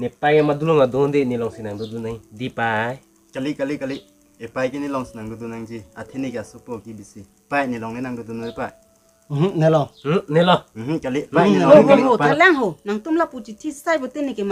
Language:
Karbi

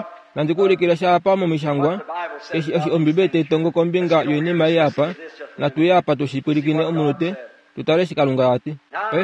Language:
Kuanyama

